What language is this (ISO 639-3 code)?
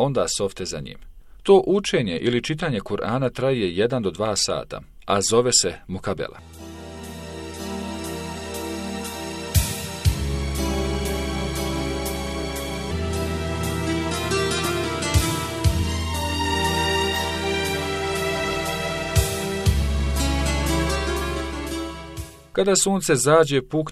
bos